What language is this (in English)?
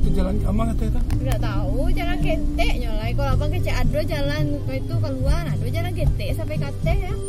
Minangkabau